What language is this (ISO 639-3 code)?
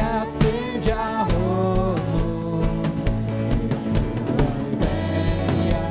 fao